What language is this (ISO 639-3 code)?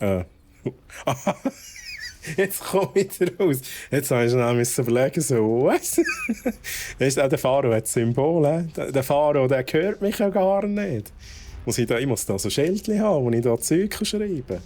gsw